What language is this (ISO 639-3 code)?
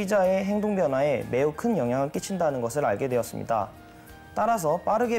kor